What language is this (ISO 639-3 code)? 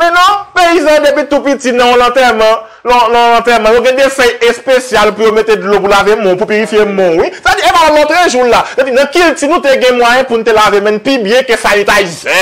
hat